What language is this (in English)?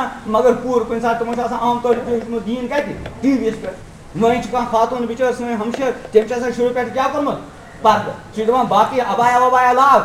Kashmiri